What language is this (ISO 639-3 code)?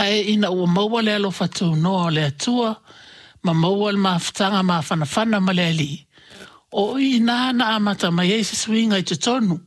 smo